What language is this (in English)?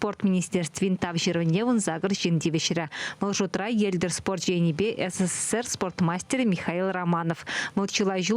Chuvash